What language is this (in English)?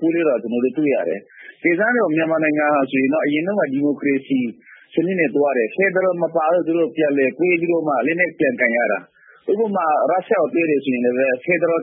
Burmese